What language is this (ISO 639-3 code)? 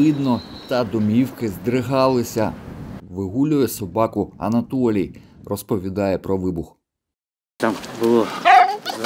ukr